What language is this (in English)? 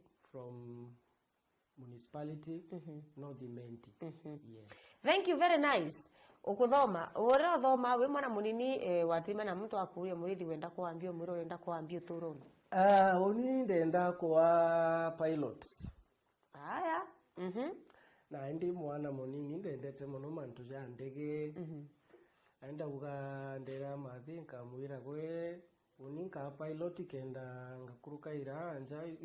Meru